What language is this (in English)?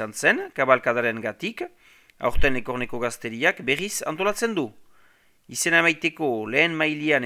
Basque